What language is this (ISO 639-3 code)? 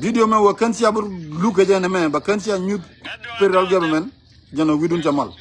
nus